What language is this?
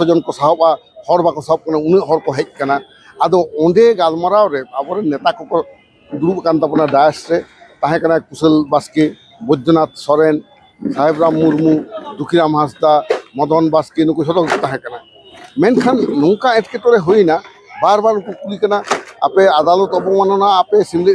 Santali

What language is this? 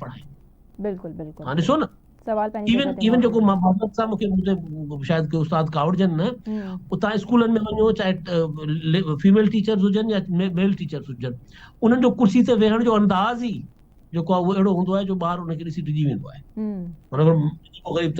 Sindhi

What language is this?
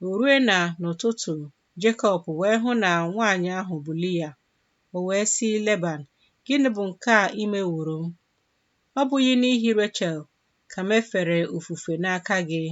Igbo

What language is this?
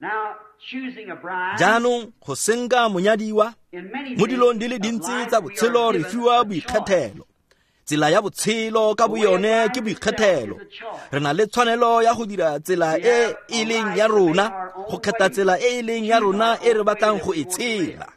Tswana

